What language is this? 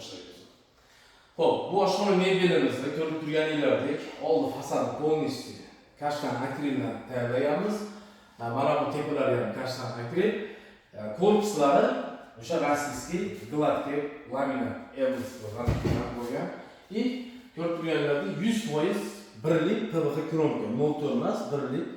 Uzbek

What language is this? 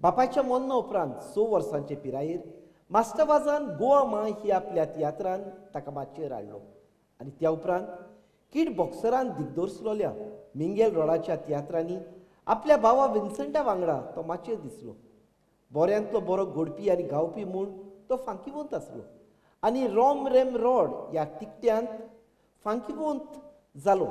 Konkani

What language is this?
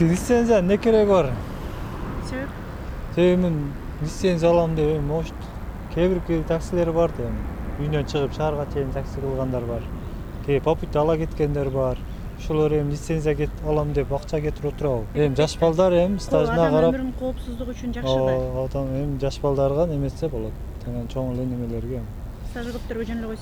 Kyrgyz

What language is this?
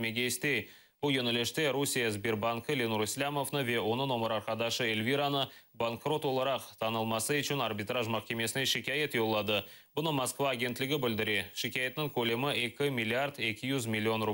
Crimean Tatar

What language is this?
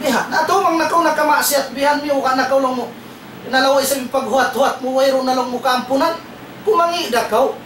Tausug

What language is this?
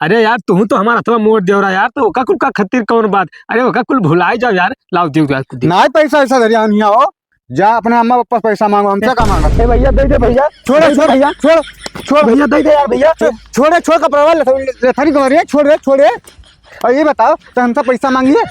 Awadhi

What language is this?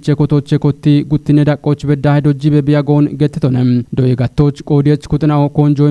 Kafa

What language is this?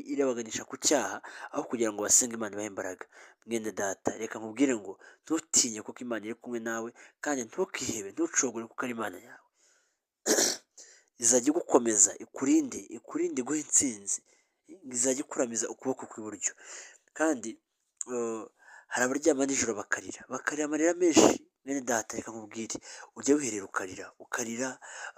Kinyarwanda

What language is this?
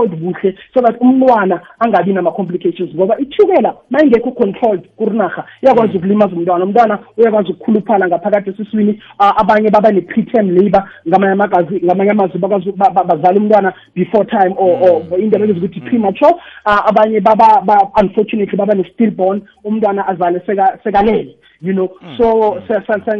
South Ndebele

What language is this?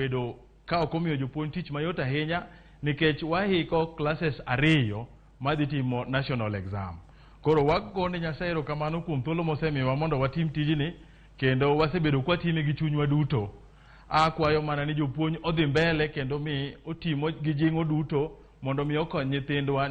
Luo (Kenya and Tanzania)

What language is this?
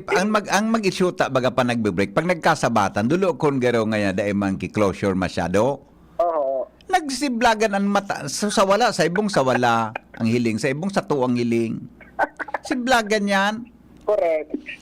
Bikol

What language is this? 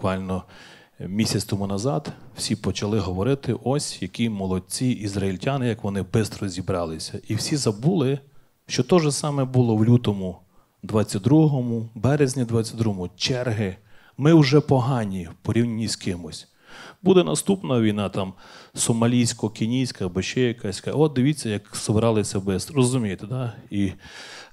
Ukrainian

